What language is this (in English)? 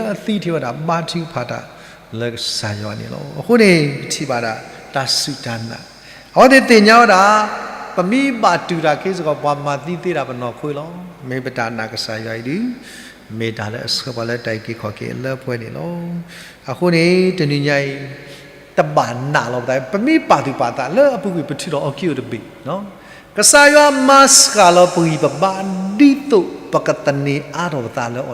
S'gaw Karen